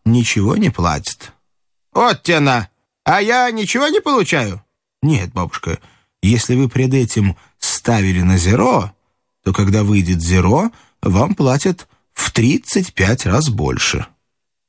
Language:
Russian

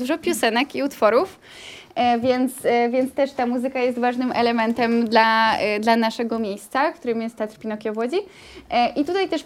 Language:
Polish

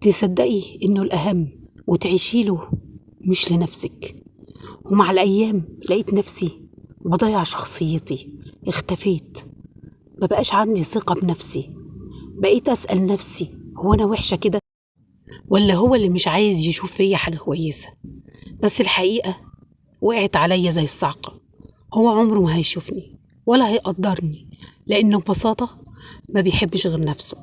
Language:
Egyptian Arabic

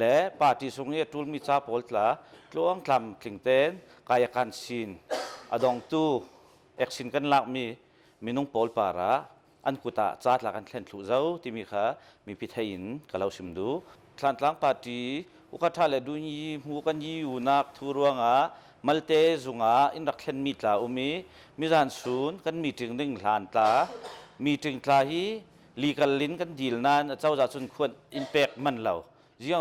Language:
Hakha Chin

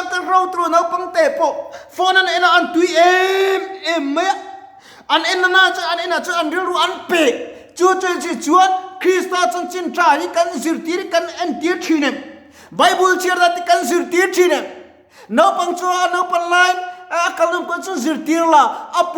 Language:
Mizo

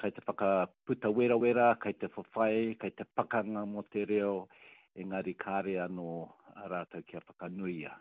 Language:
Māori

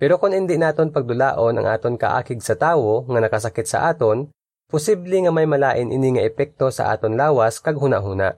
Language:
Hiligaynon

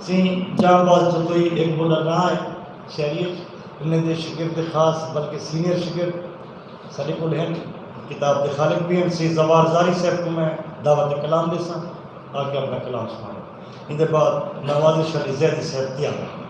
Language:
Saraiki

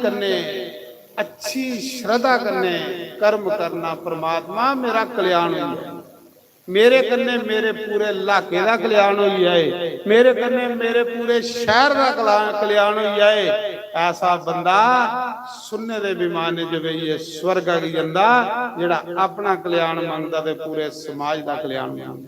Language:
Dogri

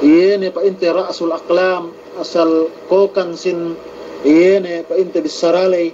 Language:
Yakan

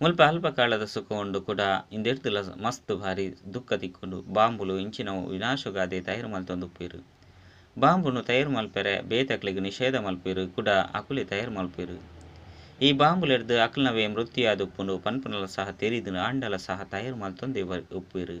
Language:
Tulu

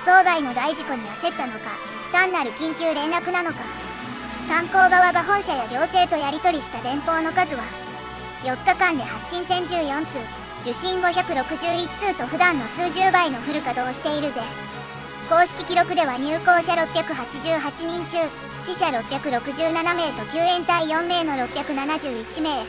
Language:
Japanese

